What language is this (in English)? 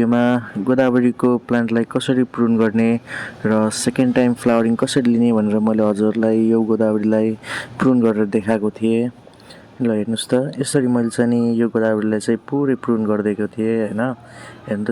Nepali